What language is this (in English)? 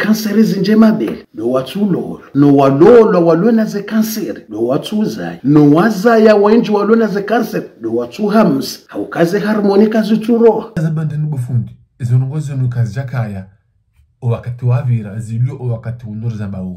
Ngazidja Comorian